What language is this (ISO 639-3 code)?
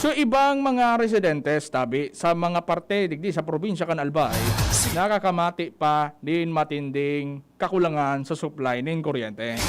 bik